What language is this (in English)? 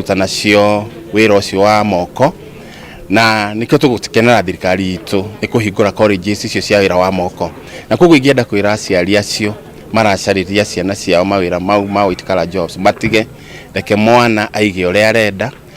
Kikuyu